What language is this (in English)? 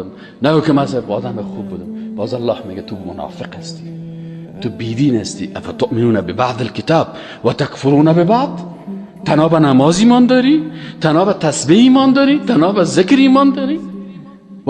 Persian